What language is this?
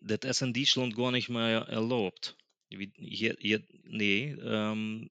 Plautdietsch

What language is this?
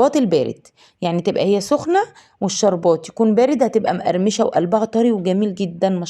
Egyptian Arabic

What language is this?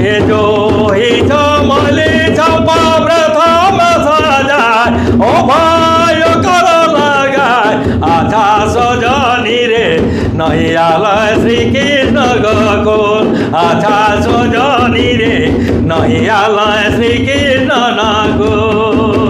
Sadri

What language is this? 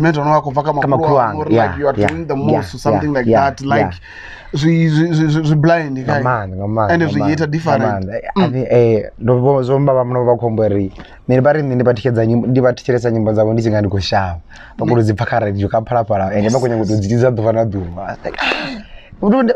Venda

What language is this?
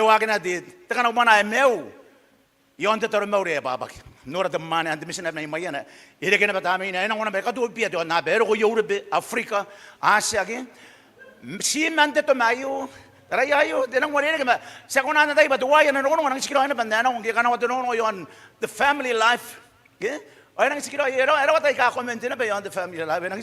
Gilbertese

